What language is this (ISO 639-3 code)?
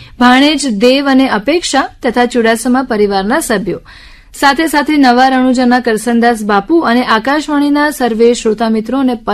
guj